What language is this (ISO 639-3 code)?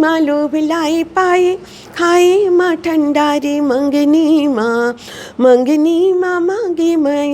hne